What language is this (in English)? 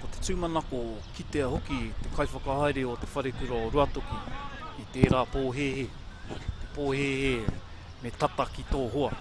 Māori